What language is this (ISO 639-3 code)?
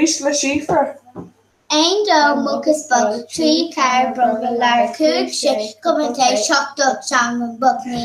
gle